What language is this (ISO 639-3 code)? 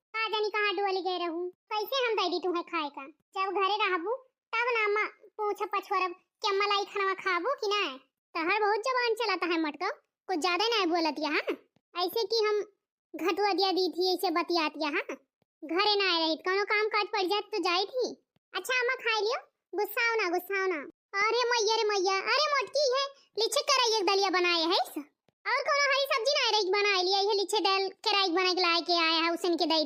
awa